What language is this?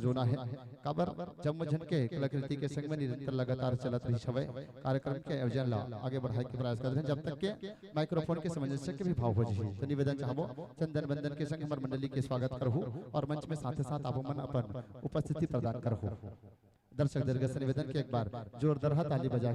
Chhattisgarhi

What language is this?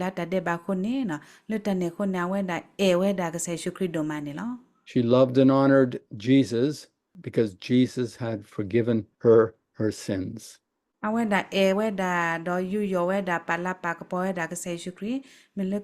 S'gaw Karen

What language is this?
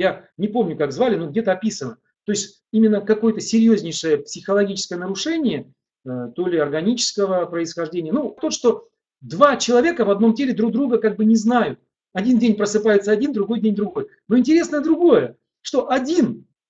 Russian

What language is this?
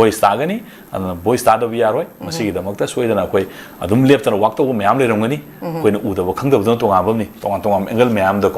Manipuri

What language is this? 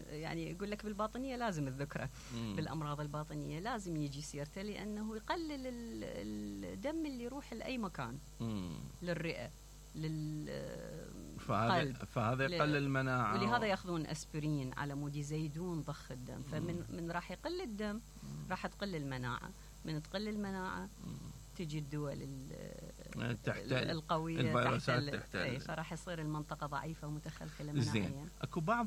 Mesopotamian Arabic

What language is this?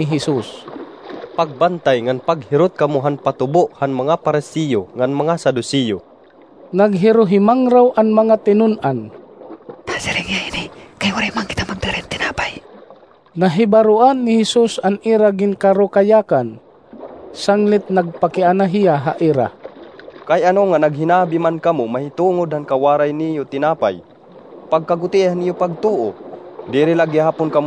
Waray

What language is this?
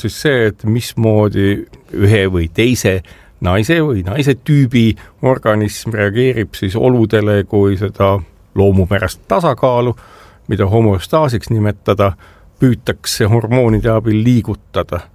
Estonian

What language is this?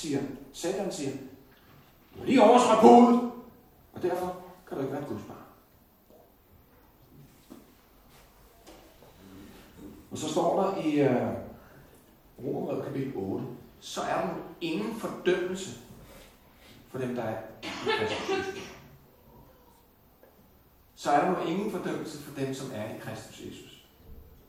Danish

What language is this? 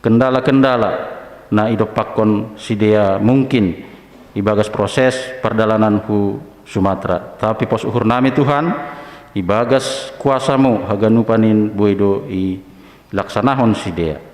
Batak Simalungun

